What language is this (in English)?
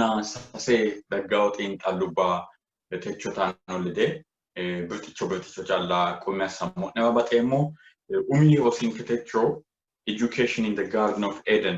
Sidamo